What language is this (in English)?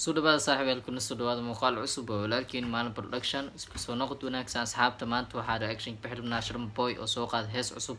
Somali